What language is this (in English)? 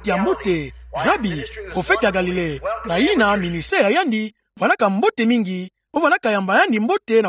Kituba (Democratic Republic of Congo)